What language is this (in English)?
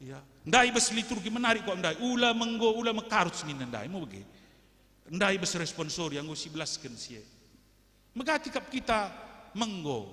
Batak Karo